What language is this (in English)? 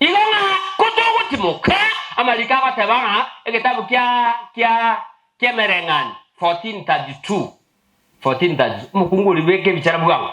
Gusii